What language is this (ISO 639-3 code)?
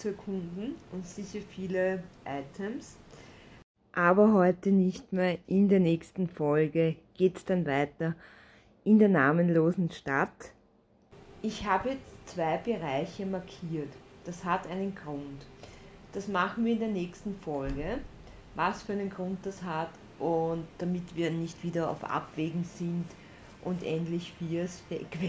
deu